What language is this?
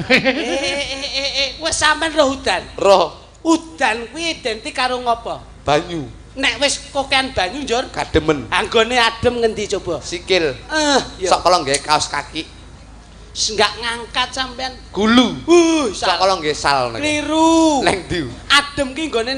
Javanese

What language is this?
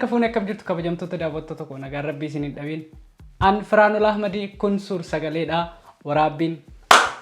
Oromo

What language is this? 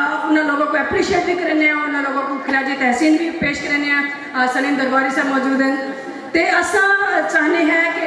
Saraiki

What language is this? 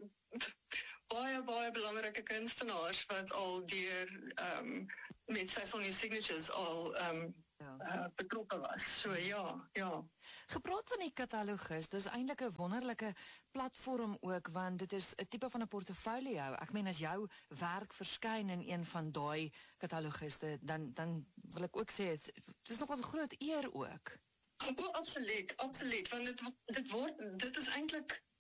Afrikaans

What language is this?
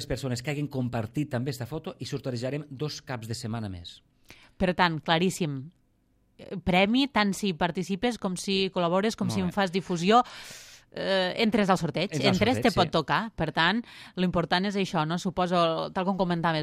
Catalan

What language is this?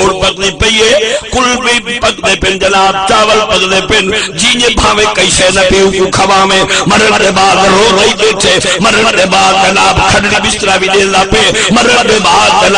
Saraiki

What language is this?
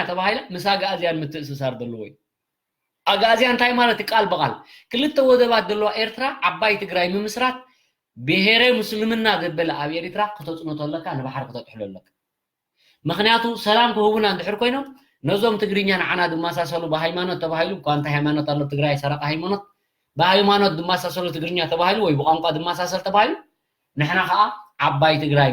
Tigrinya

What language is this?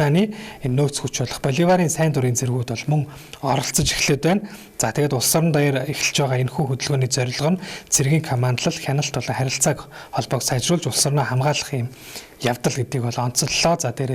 Mongolian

